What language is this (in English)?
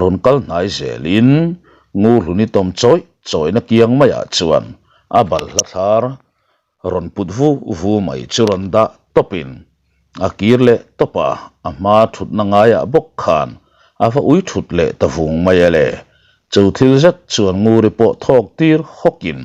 Mizo